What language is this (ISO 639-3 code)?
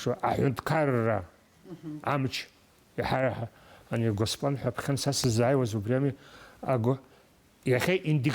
abk